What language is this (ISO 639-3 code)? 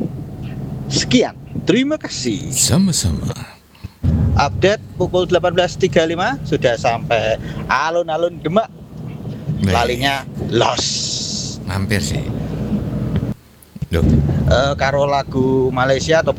ind